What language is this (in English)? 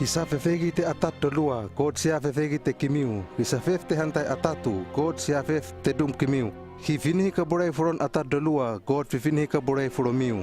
Hano